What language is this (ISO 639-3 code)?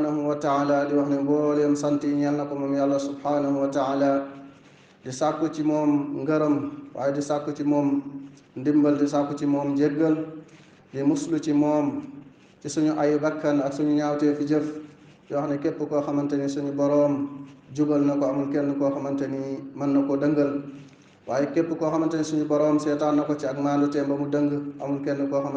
wol